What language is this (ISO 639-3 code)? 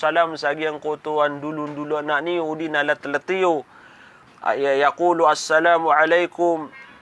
mrw